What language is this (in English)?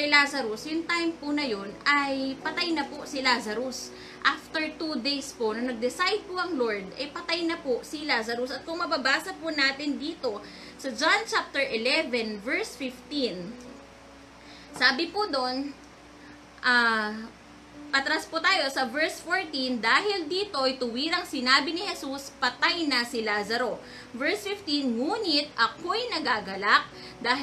Filipino